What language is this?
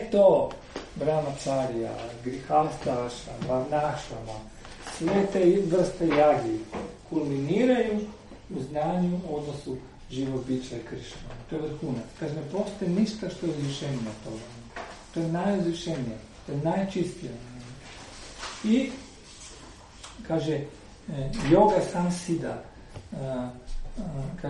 Croatian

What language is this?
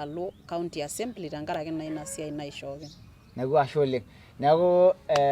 Masai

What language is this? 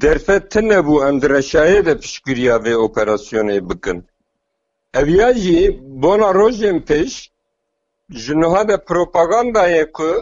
Kurdish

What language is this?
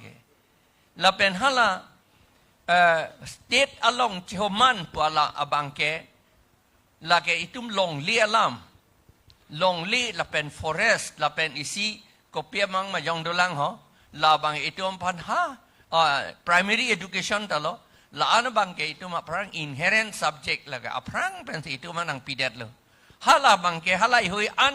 Karbi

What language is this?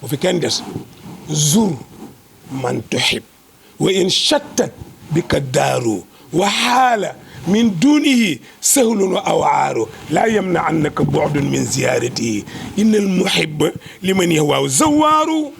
Wolof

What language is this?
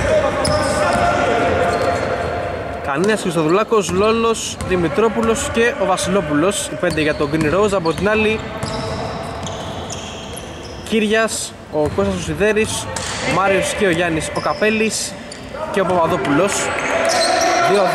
Greek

